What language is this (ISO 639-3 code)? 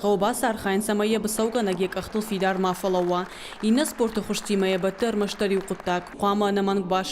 oss